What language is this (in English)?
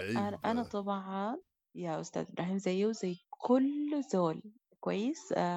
Sudanese Arabic